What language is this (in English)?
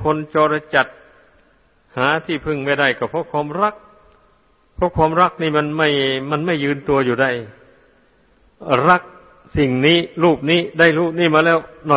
Thai